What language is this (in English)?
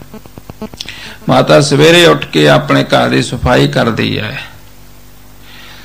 Punjabi